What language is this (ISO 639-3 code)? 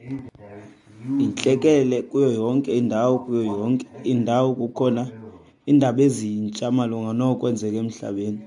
xho